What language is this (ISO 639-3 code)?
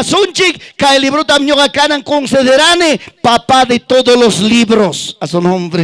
quy